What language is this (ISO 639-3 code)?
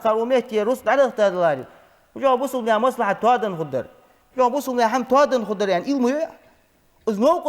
inh